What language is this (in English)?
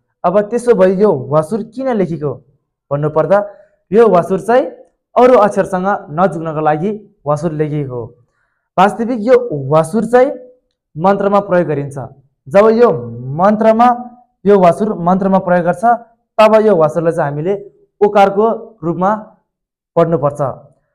Nepali